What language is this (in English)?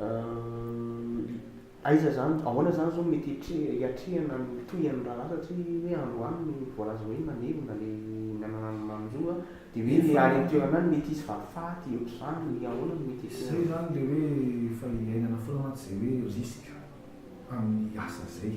Malagasy